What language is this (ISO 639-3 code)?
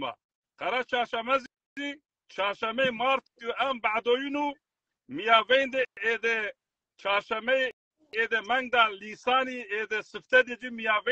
zza